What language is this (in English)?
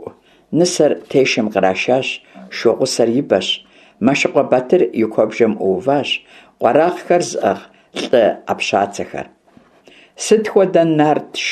Kabardian